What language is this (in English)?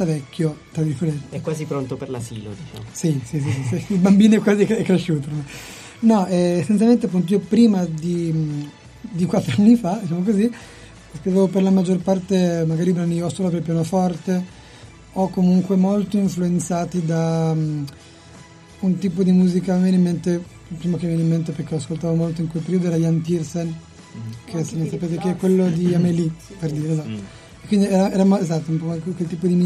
Italian